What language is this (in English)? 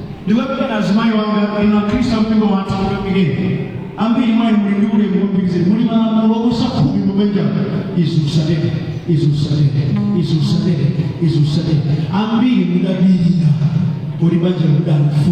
Nyanja